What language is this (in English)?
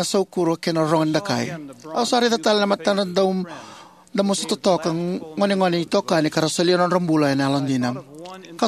Fijian